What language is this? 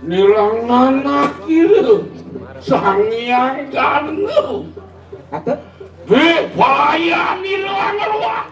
Balinese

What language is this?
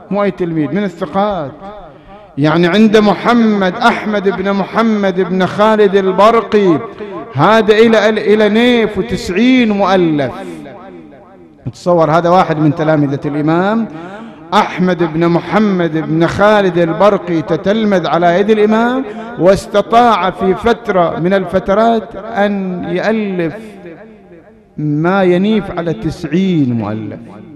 Arabic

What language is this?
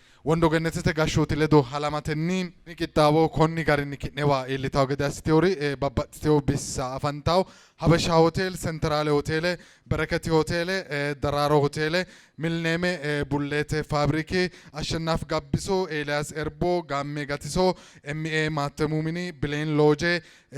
Sidamo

